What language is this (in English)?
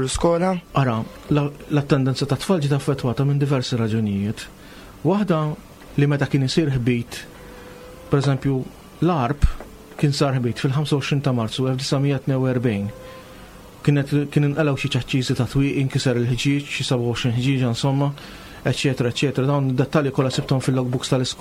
Maltese